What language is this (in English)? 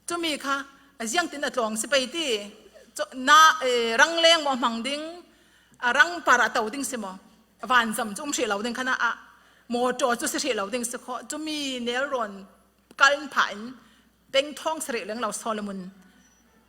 Falam Chin